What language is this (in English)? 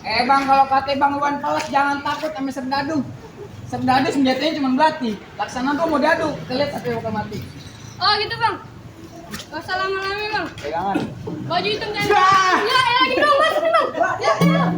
Betawi